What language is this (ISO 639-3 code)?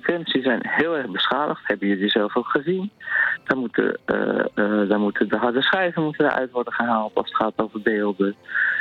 nld